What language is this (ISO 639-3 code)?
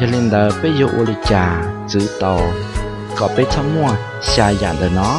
hmn